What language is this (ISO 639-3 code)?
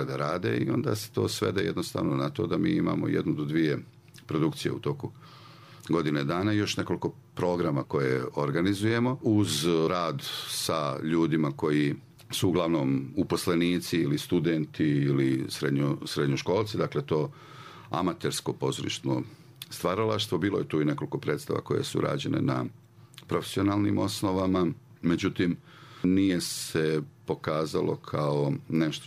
srp